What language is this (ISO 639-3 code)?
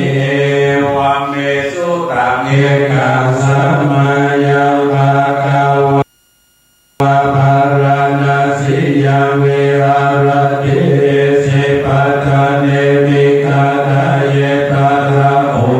pli